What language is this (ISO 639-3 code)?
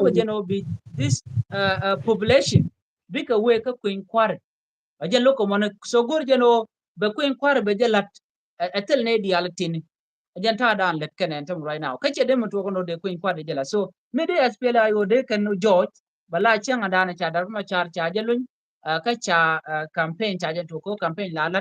nus